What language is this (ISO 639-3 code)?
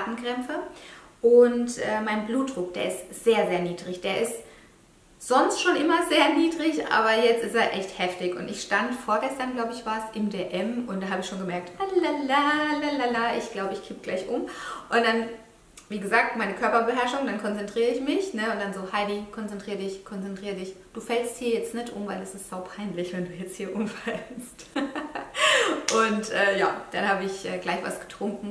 deu